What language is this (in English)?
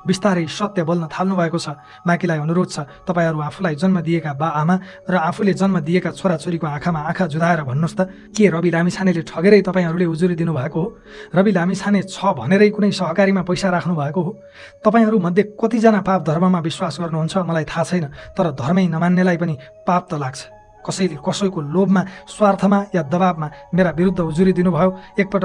Nepali